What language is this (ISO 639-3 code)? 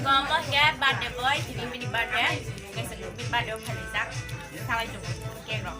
trp